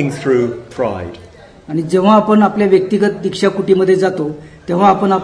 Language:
Marathi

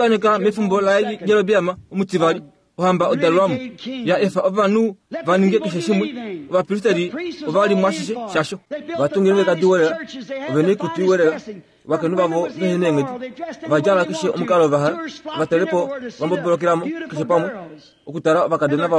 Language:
Kuanyama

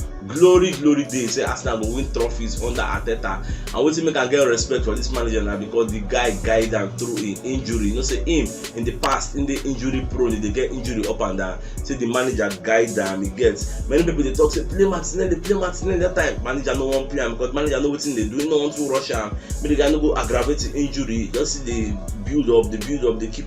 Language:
Nigerian Pidgin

